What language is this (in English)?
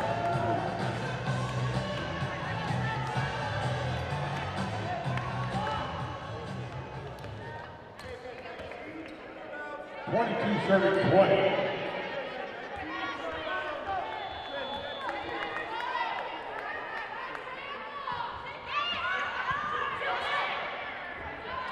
English